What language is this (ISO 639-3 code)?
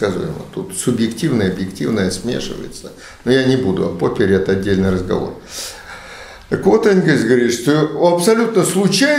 rus